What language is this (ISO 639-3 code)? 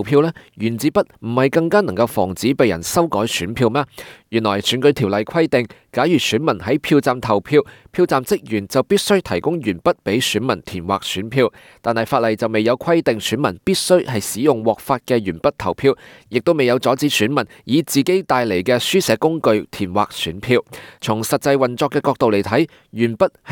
yue